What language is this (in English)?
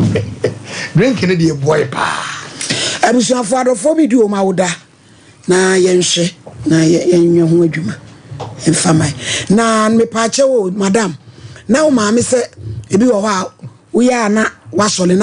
Akan